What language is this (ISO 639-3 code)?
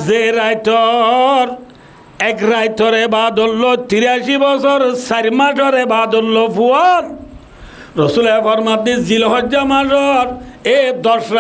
rhg